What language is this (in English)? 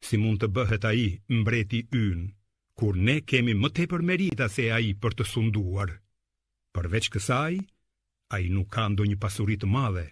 Albanian